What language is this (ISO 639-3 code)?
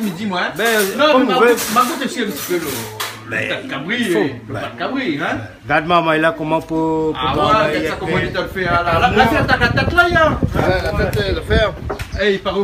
rcf